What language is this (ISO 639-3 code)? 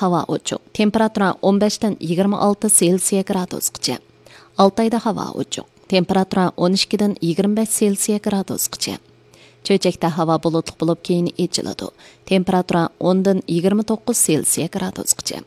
uig